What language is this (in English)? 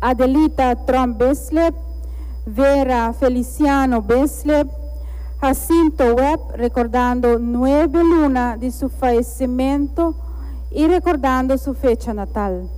Papiamento